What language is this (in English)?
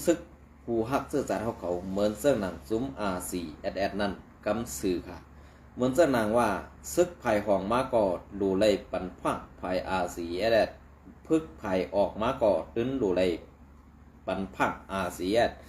Shan